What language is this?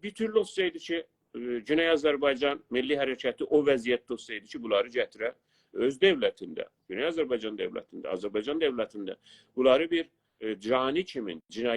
South Azerbaijani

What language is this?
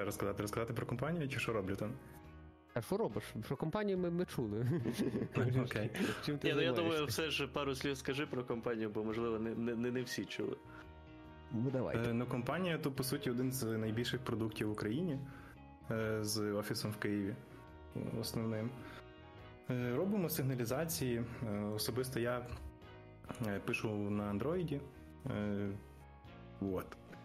Ukrainian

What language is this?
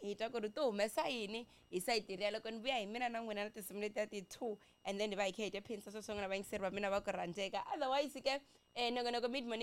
Tsonga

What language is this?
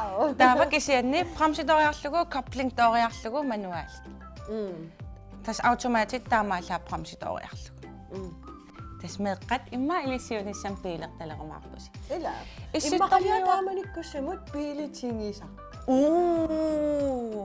Kalaallisut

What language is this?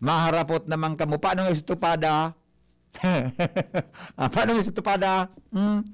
Bikol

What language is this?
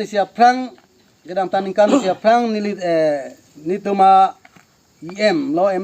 Karbi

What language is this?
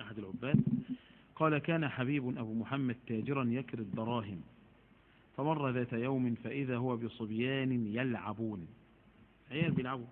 Egyptian Arabic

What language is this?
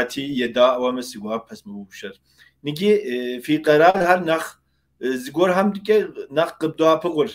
Kabardian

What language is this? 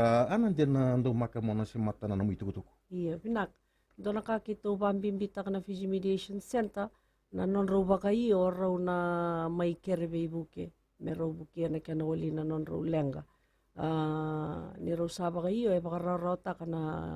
Fijian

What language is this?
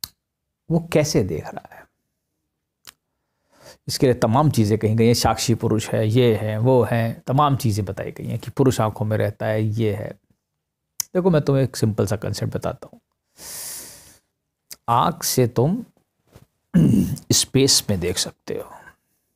Hindi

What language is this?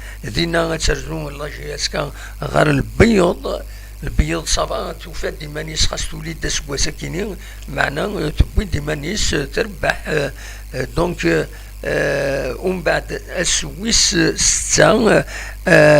Kabyle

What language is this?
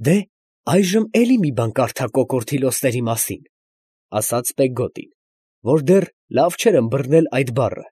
Armenian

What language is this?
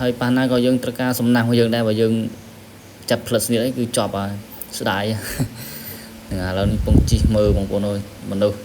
Khmer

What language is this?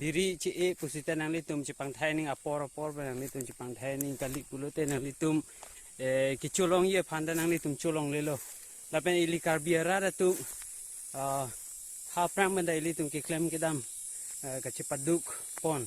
Karbi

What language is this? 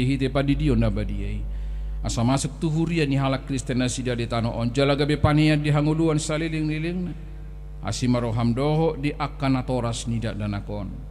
Batak Toba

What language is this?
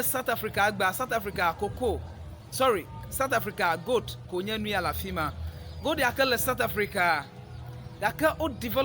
Ewe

